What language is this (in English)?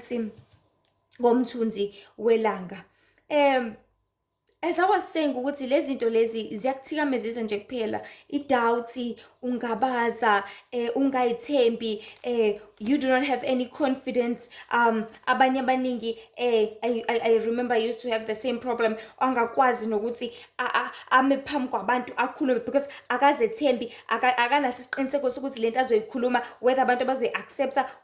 Zulu